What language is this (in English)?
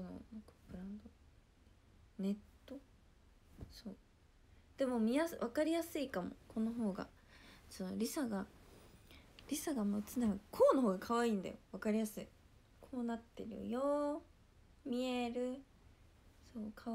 Japanese